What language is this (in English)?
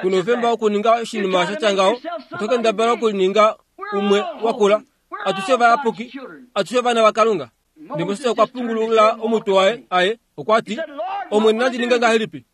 Kuanyama